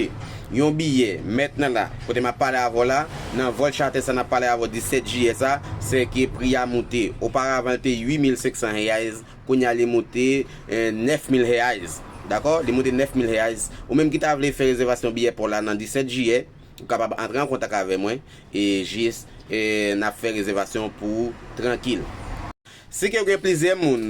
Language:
Haitian Creole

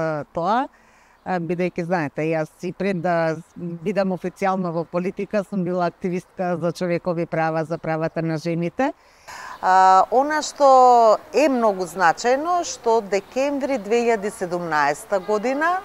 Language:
Macedonian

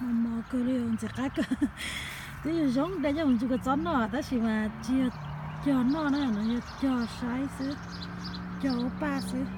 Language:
Hmong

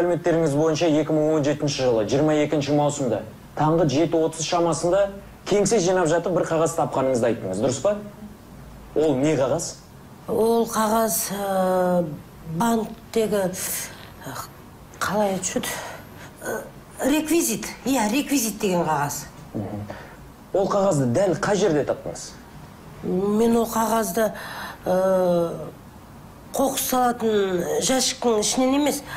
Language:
Kazakh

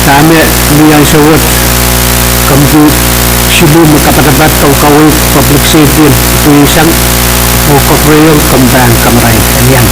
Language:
Pohnpeian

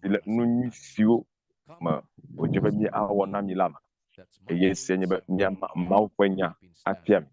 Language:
Ewe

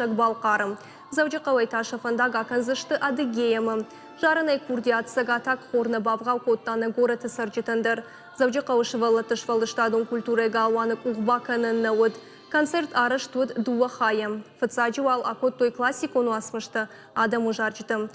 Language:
Ossetic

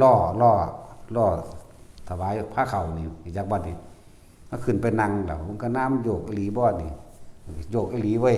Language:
Northeastern Thai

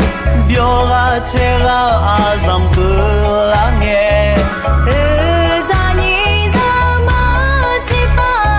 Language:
Akha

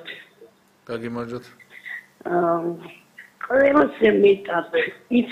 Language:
Georgian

